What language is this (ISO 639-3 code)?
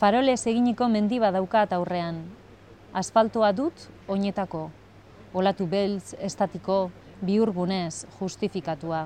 eus